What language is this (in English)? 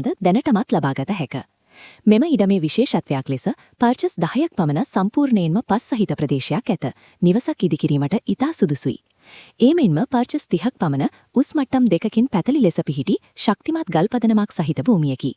Sinhala